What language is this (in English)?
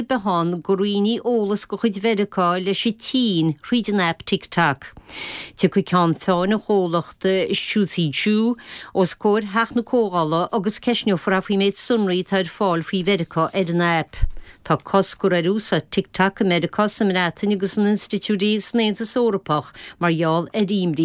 Irish